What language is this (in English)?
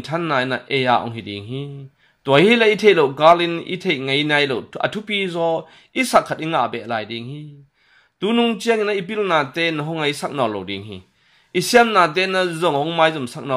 Tedim Chin